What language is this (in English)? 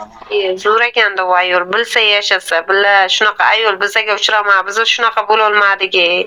Uzbek